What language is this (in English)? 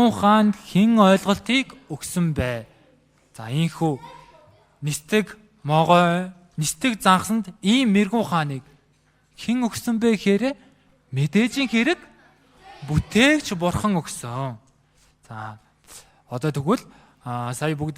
Mongolian